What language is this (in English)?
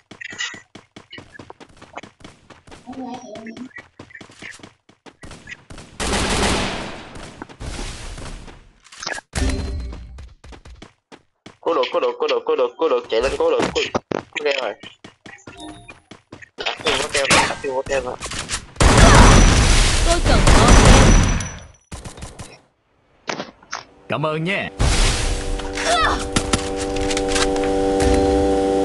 Vietnamese